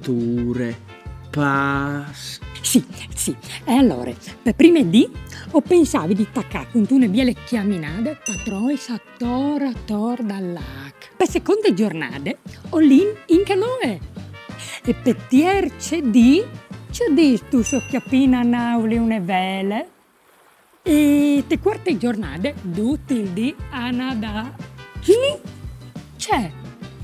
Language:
Friulian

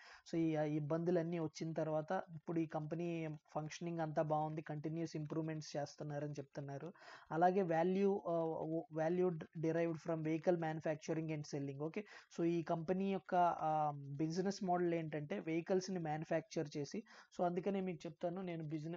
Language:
Telugu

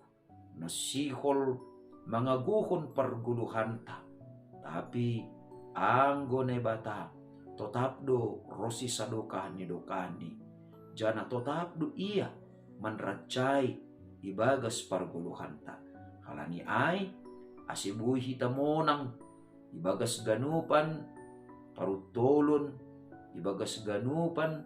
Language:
Batak Simalungun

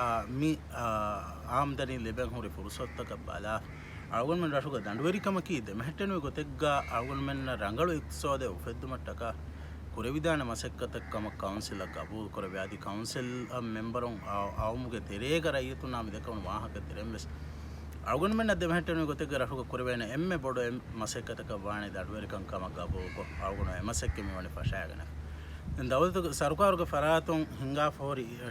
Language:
Divehi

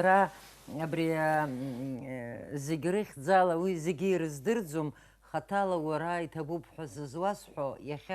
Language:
Abkhazian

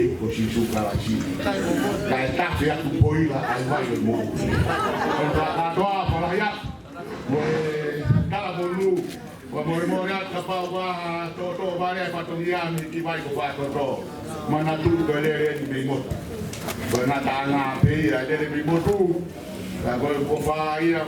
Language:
Tongan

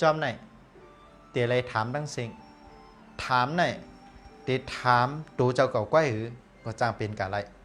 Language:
Shan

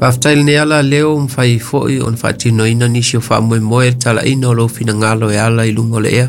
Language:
Samoan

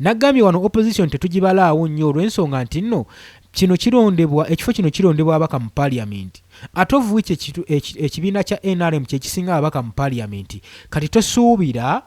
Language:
Ganda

